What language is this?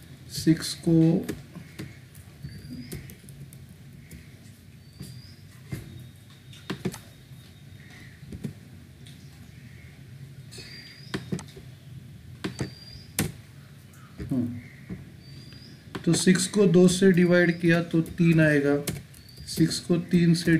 Hindi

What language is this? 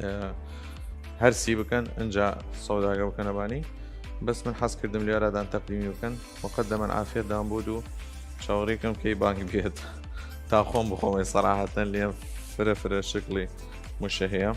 Southern Kurdish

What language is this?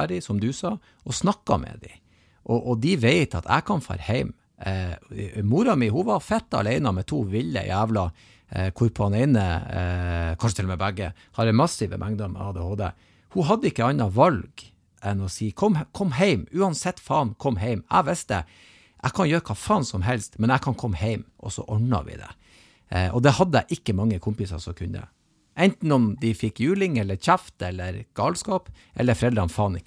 Norwegian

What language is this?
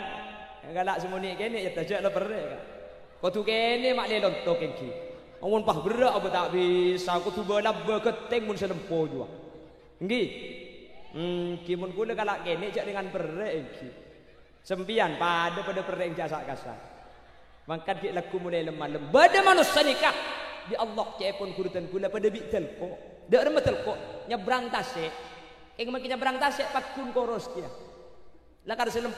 Madurese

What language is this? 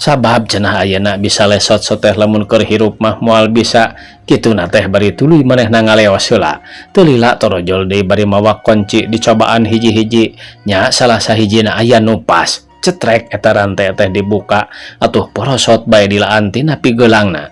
Sundanese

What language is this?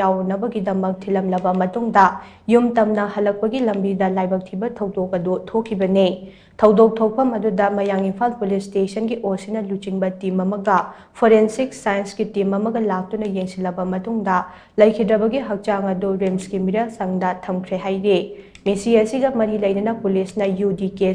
Manipuri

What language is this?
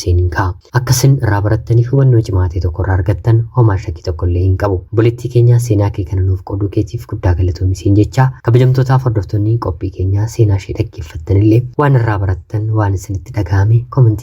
Oromo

